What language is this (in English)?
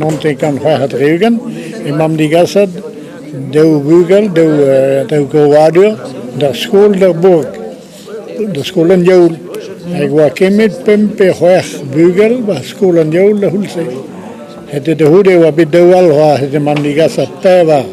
Breton